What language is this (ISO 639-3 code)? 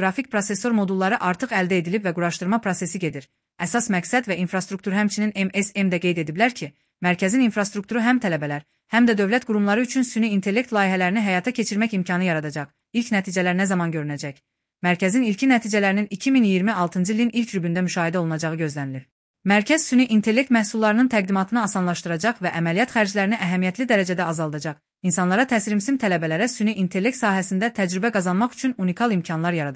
aze